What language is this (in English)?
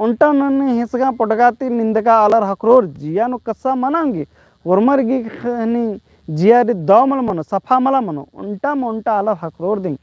Kurukh